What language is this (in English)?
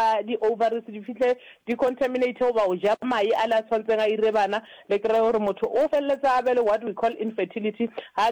Northern Sotho